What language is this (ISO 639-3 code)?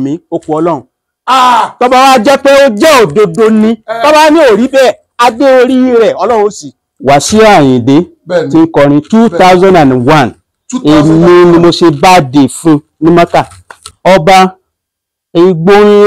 yor